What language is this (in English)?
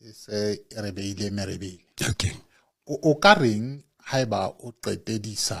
Southern Sotho